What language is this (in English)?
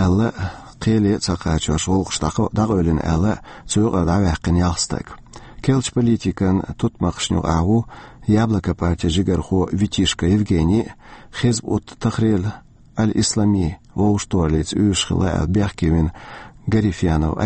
Chechen